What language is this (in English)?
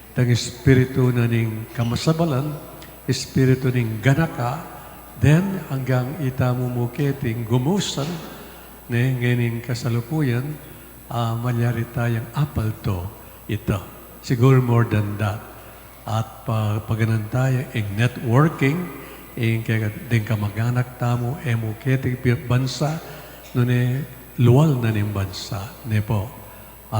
Pampanga